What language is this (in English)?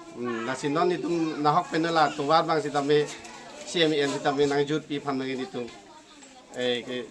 Karbi